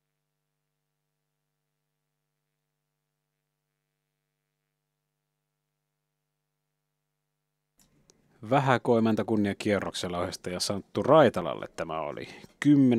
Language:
Finnish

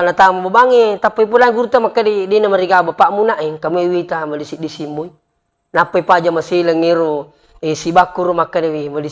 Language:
Buginese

